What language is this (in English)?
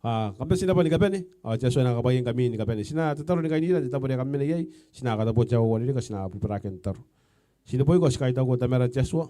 Gilbertese